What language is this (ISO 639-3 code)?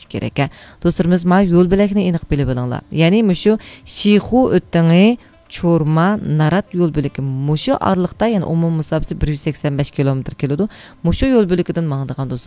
uig